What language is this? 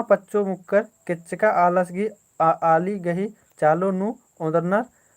Kurukh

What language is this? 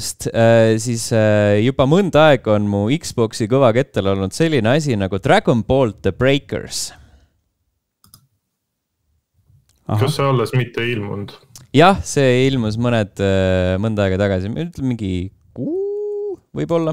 Estonian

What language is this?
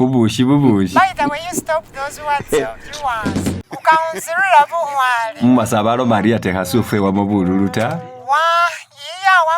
Masaaba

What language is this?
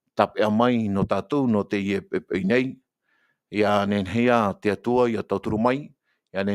Tahitian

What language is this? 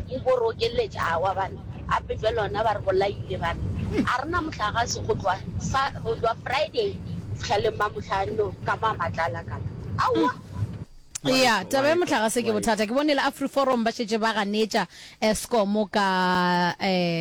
Northern Sotho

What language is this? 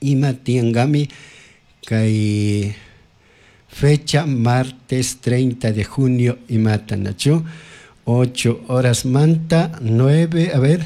Chimborazo Highland Quichua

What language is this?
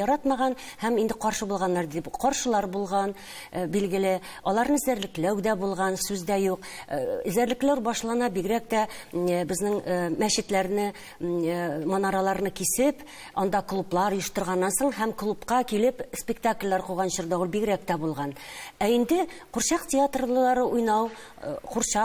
Tatar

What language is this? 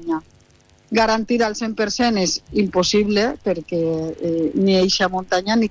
Catalan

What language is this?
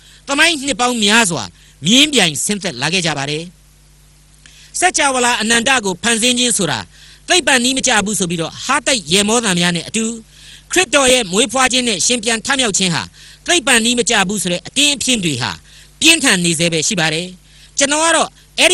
Burmese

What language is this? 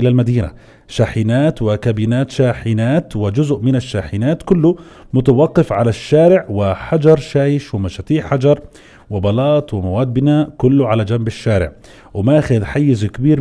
North Levantine Arabic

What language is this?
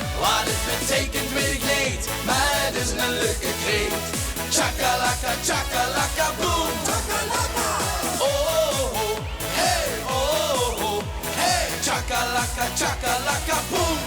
Limburgish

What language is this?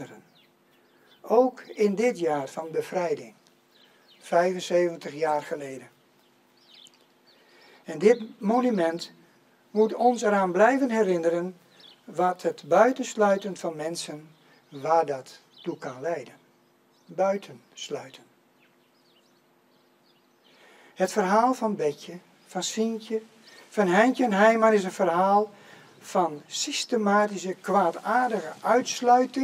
Dutch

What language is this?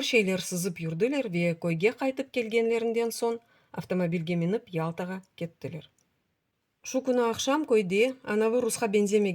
Crimean Tatar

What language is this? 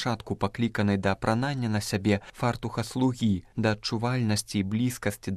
Belarusian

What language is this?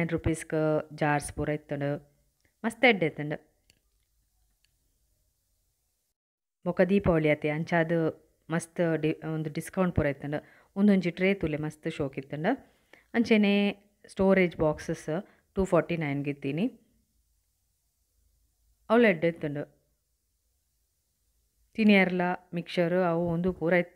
Tulu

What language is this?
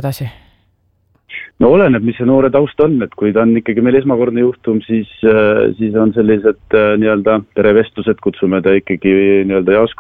Estonian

